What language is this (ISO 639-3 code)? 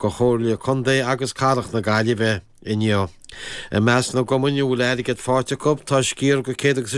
gle